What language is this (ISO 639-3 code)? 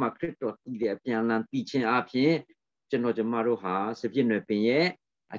mya